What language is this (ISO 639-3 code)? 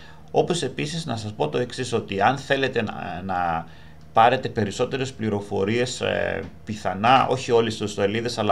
ell